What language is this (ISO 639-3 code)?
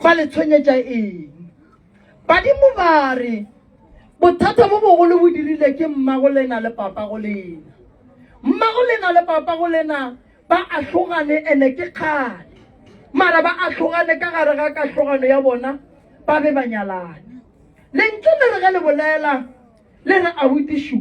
nso